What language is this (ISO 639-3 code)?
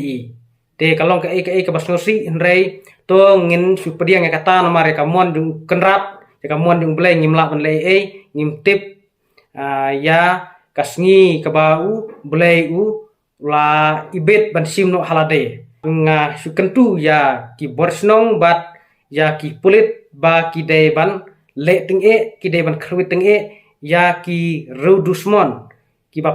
kha